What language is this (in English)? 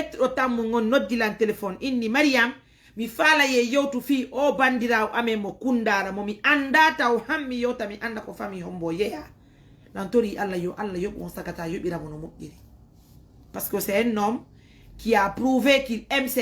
Fula